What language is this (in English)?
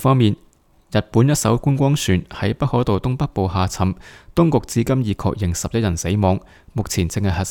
Cantonese